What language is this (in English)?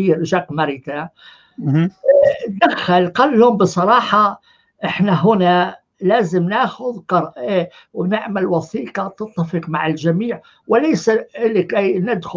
North Levantine Arabic